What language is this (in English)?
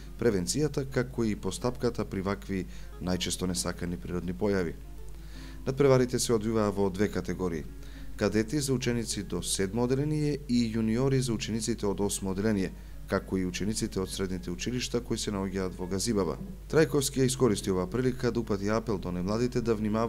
Macedonian